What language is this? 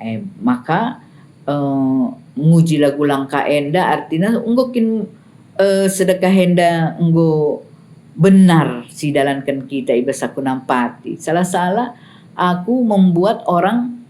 Batak Karo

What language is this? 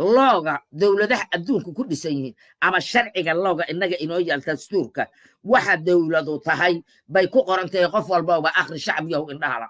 Somali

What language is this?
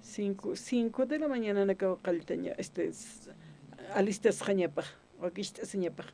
Aymara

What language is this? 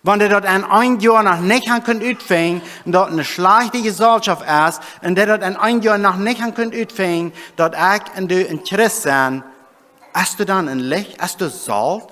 Plautdietsch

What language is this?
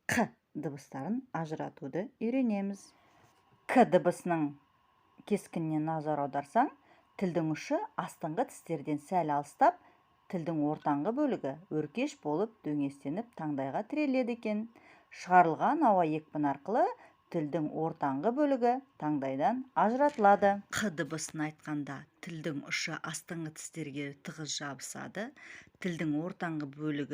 Kazakh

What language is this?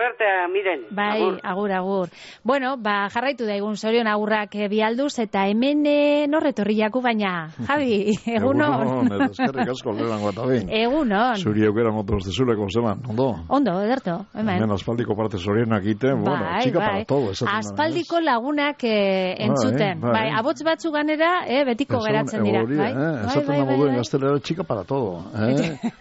Basque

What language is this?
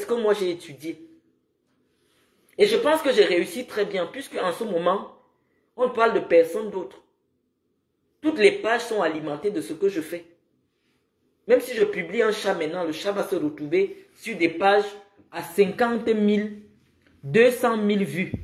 French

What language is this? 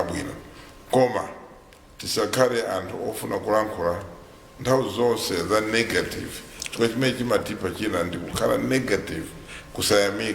Nyanja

